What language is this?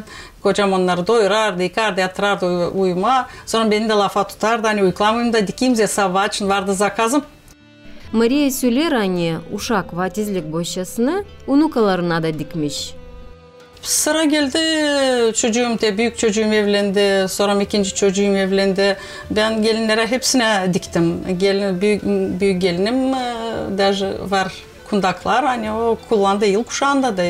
Gagauz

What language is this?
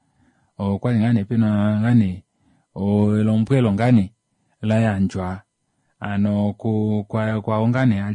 Kuanyama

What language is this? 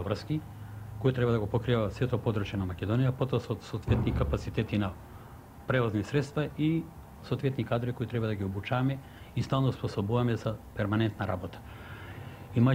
Macedonian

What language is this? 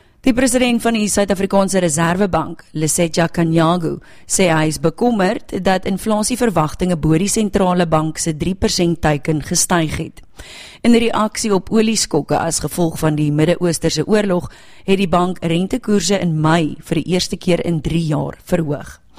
Afrikaans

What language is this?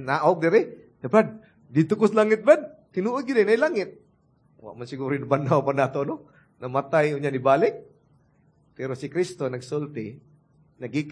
Cebuano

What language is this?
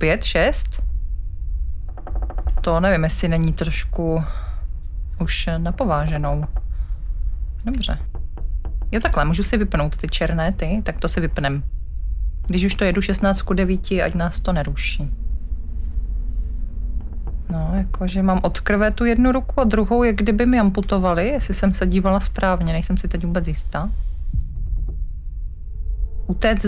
Czech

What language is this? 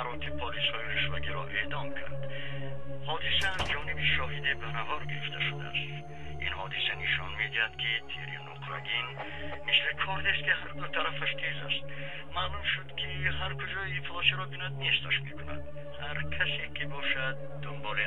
Tajik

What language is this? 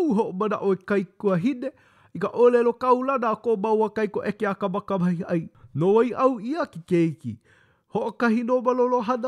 Hawaiian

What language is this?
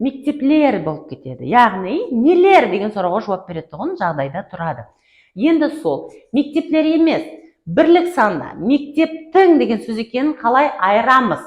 Kara-Kalpak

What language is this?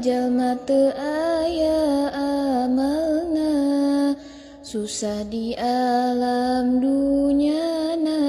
Sundanese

